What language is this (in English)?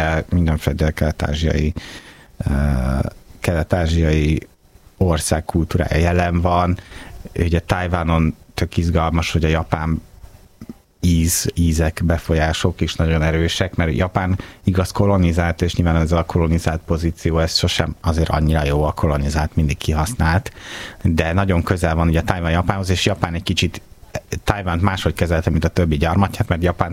Hungarian